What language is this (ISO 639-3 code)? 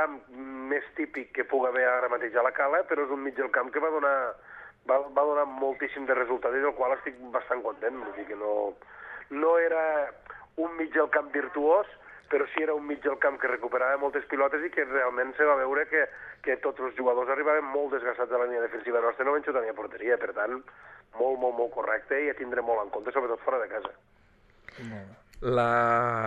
cat